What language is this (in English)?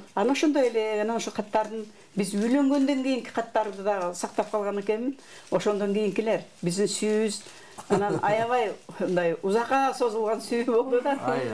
Kyrgyz